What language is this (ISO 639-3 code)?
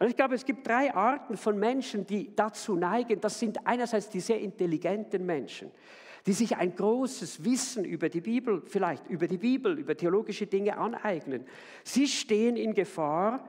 gsw